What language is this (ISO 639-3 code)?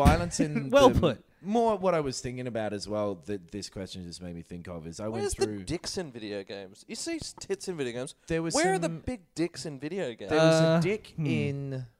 eng